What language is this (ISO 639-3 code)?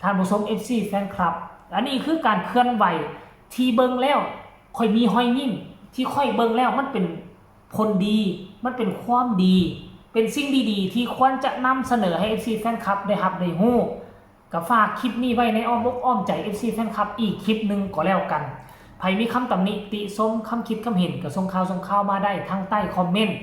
tts